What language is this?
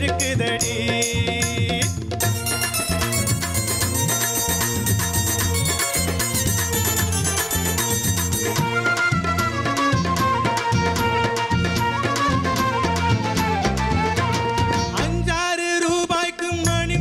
Tamil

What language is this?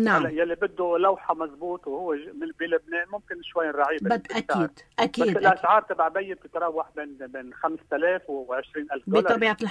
North Levantine Arabic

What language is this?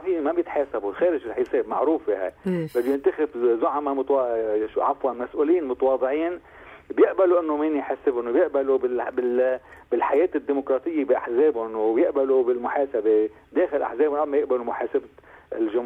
North Levantine Arabic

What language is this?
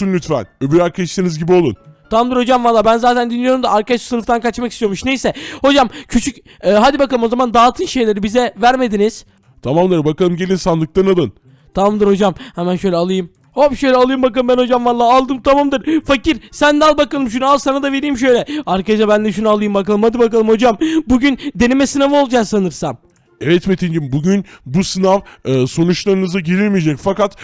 Turkish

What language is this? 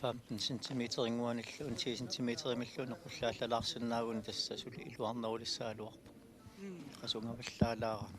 Kalaallisut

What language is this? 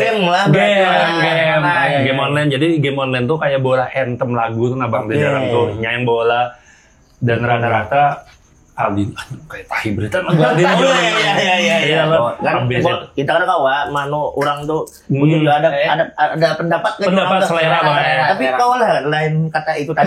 Banjar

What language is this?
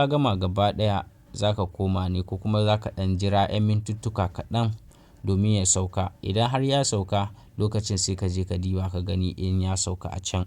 Hausa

